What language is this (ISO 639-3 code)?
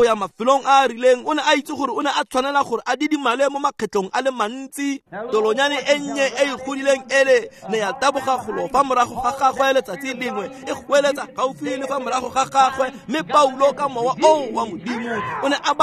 tsn